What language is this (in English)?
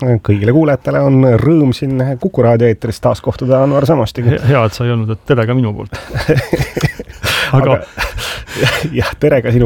Estonian